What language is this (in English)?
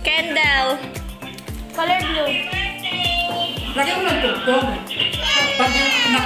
Filipino